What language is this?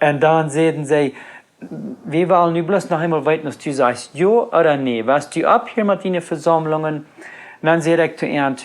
Plautdietsch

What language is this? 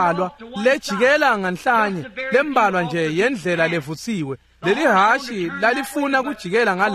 Swati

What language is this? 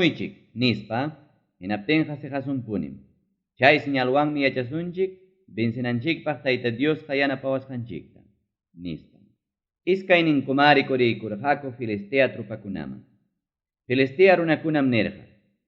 Ayacucho Quechua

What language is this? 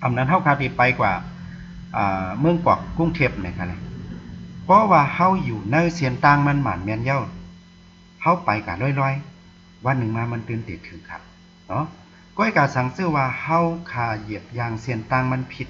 Shan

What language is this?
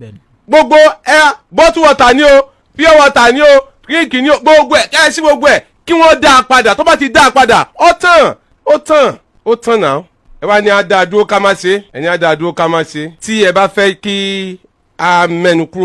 Yoruba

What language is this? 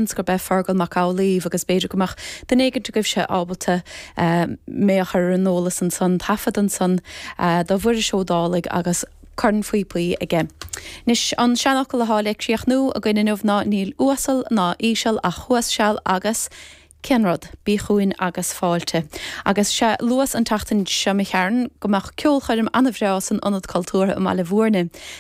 Irish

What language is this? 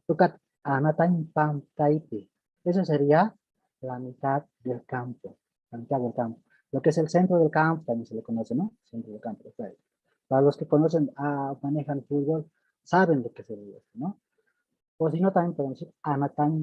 Aymara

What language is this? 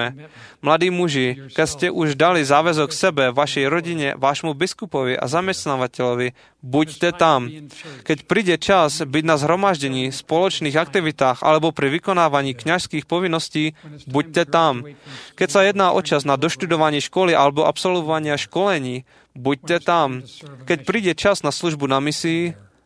Slovak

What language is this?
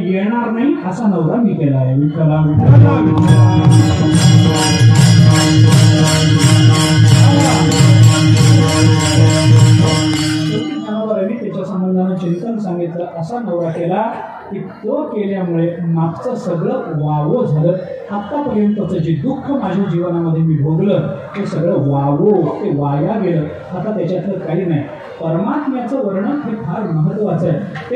Marathi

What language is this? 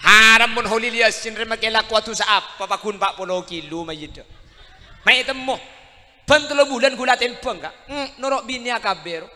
Madurese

